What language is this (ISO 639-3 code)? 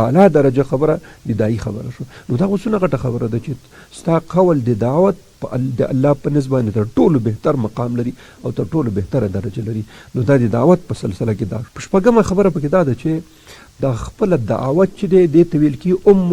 pus